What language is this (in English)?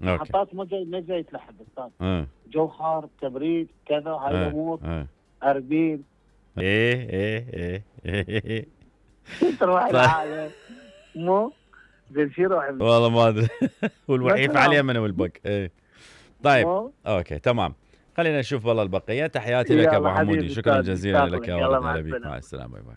Mesopotamian Arabic